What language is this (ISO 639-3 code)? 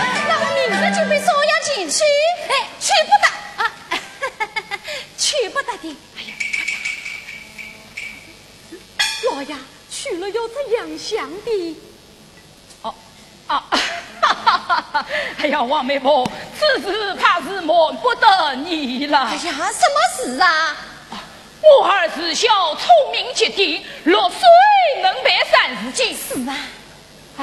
zho